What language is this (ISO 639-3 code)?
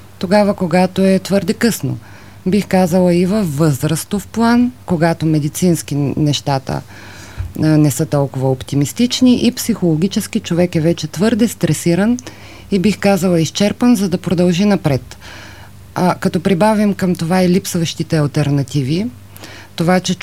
bul